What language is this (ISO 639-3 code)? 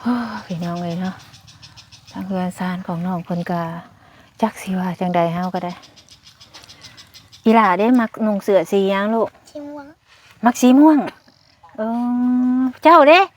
lao